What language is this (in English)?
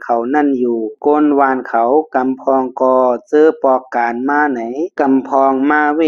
Shan